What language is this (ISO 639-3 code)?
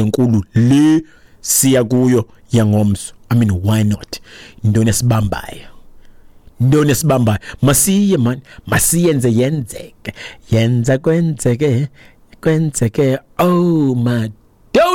xho